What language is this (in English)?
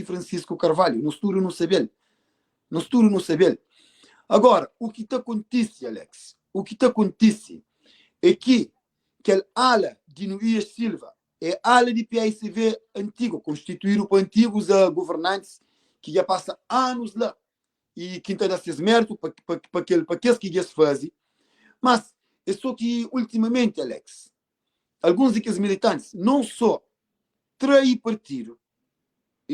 Kabuverdianu